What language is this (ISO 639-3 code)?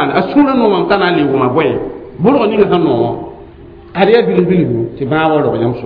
mos